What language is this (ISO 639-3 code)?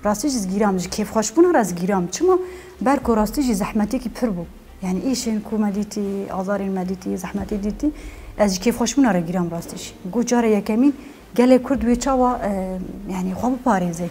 kur